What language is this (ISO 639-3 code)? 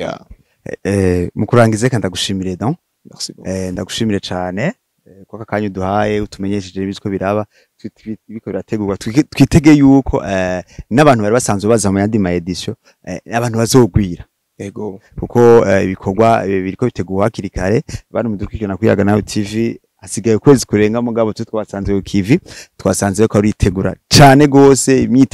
run